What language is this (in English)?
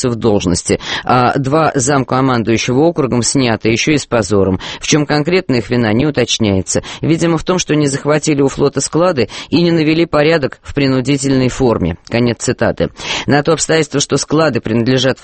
Russian